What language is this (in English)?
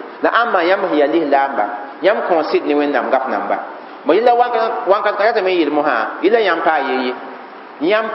Mossi